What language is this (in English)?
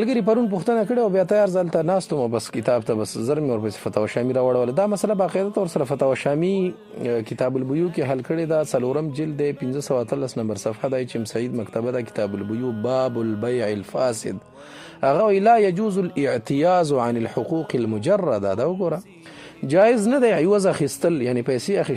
Pashto